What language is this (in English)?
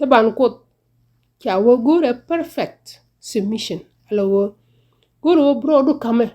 Nuer